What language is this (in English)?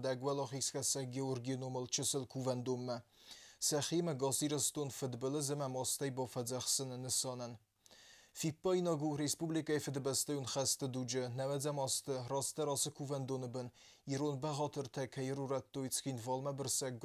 Ossetic